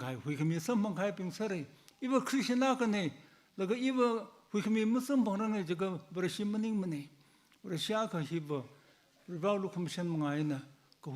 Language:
Tangkhul Naga (India)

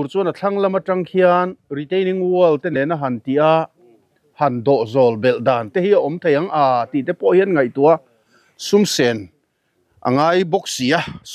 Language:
Mizo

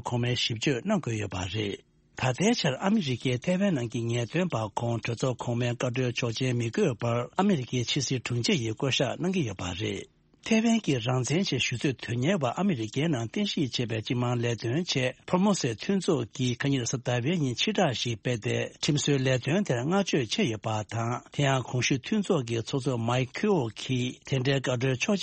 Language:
Tibetan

